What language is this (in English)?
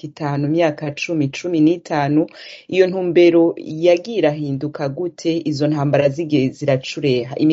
Kinyarwanda